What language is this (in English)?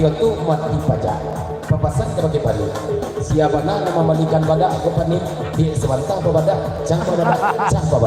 Minangkabau